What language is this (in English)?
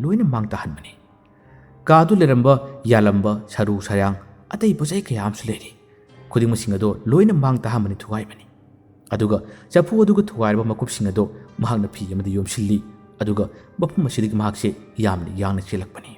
Manipuri